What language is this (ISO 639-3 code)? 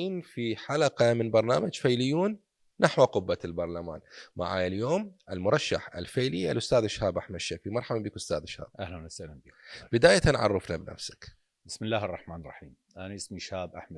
acm